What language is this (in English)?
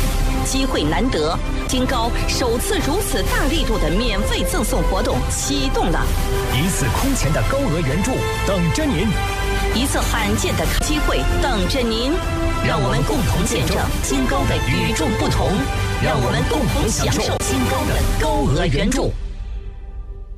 Chinese